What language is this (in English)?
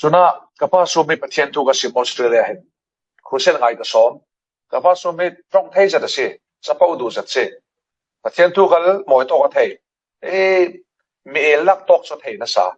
Falam Chin